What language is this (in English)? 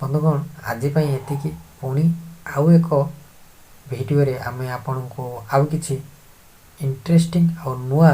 Odia